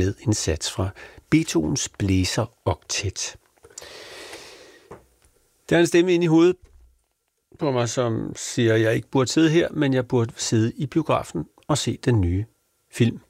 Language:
Danish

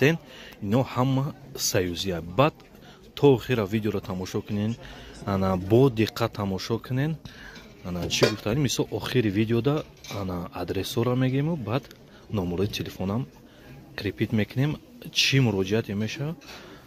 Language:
Tajik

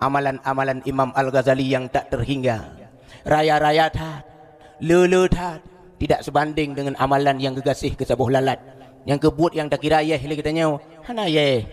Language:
Achinese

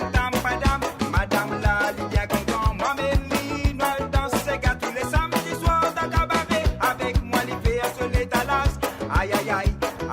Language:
Morisyen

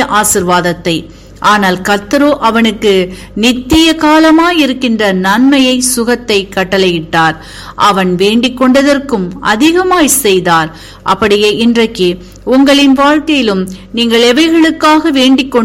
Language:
Tamil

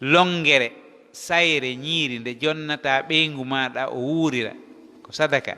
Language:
Fula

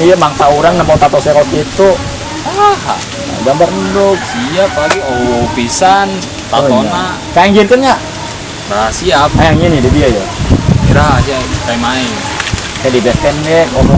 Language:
Sundanese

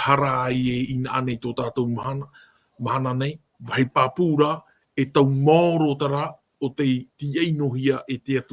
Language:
Tahitian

